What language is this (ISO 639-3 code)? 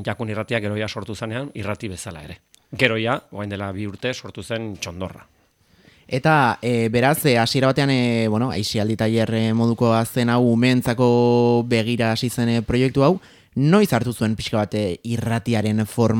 eus